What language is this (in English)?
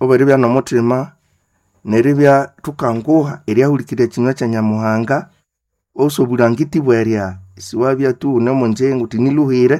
Nande